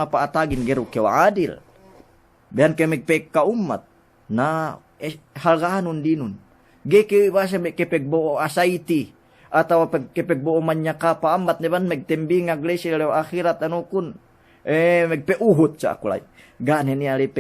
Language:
Yakan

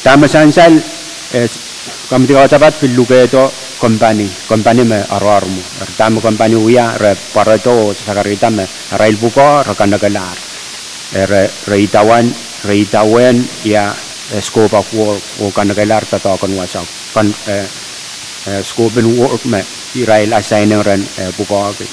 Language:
Pohnpeian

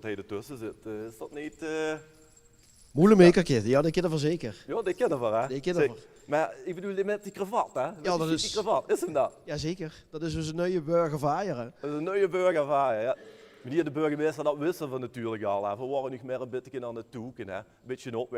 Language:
Limburgish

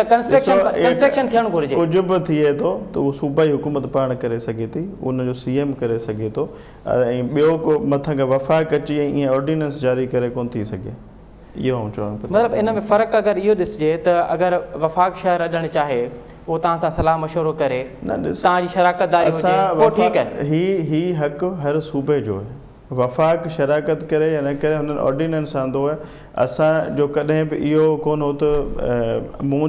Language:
Sindhi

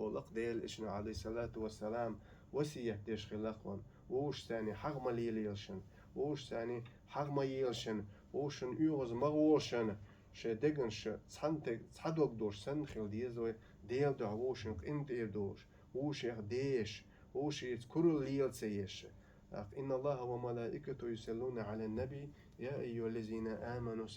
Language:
Chechen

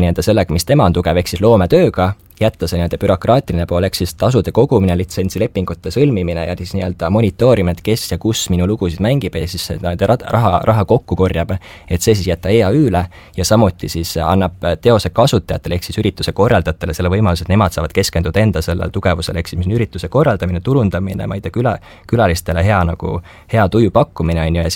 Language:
Estonian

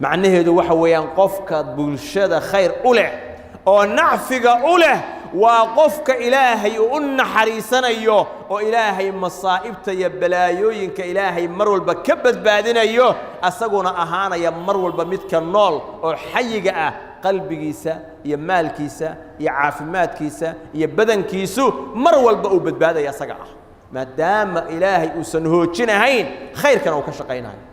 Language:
Somali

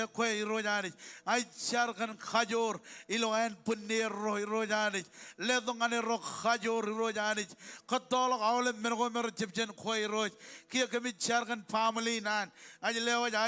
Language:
Marshallese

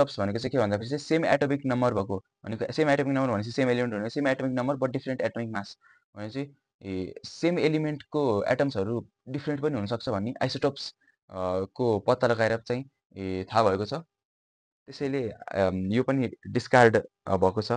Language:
Nepali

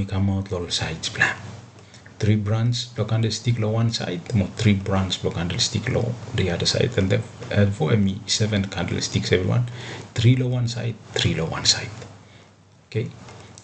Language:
Bislama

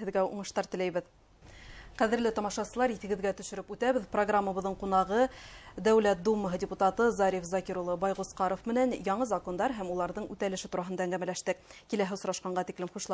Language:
Bashkir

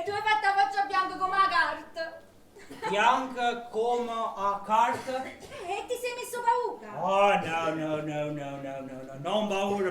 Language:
Neapolitan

